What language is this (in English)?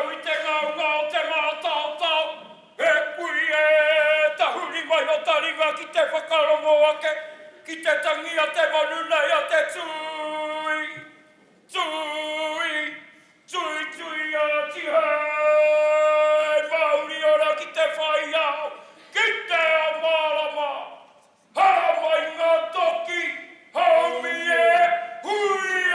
Māori